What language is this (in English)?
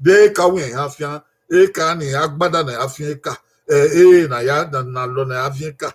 Bini